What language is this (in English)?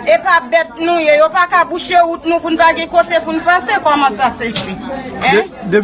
Haitian Creole